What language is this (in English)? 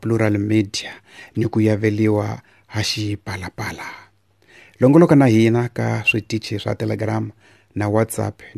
Tsonga